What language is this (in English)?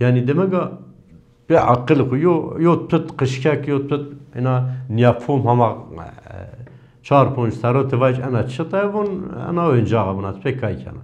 Zaza